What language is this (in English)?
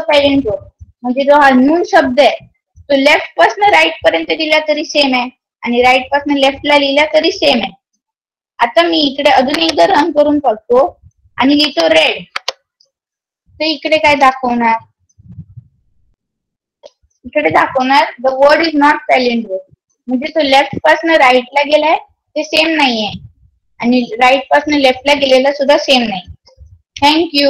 Marathi